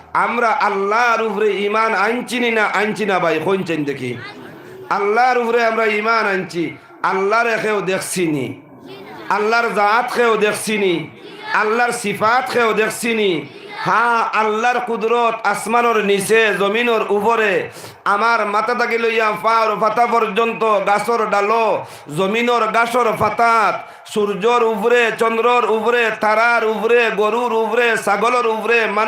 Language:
Sylheti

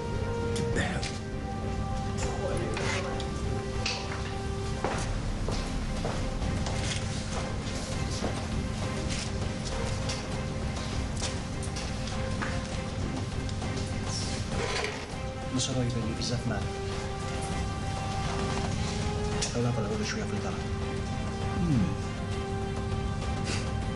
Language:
Algerian Arabic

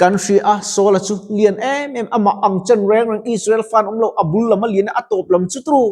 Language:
Mizo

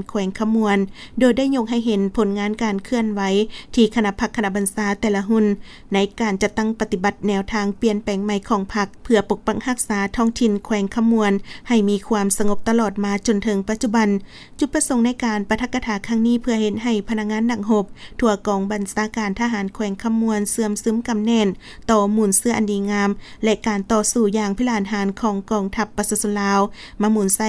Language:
Lao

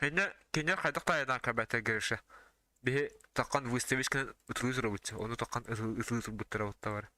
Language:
Yakut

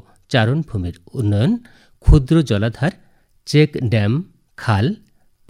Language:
Bangla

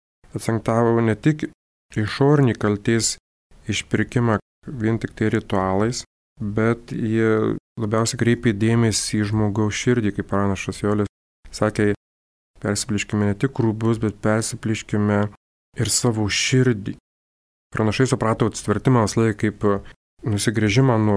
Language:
Lithuanian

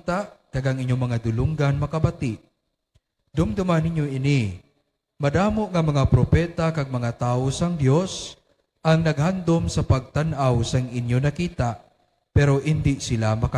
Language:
Hiligaynon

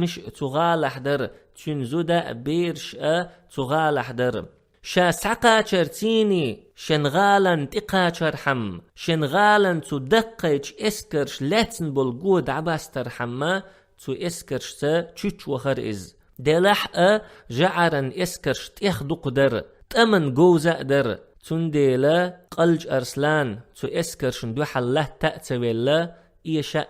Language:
Chechen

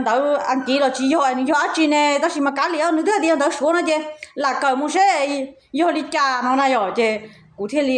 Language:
Hmong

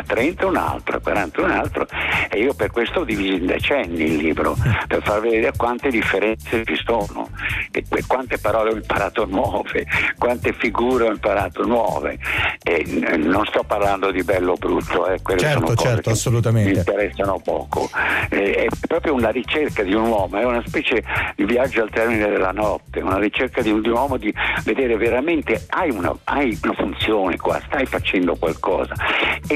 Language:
Italian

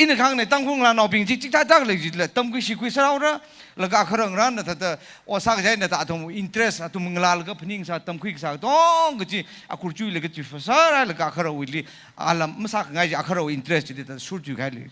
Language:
Tangkhul Naga (India)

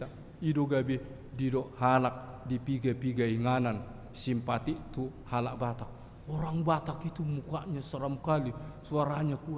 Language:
Batak Toba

